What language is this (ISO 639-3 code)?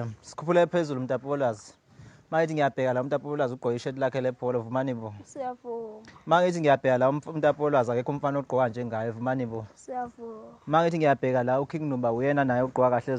zul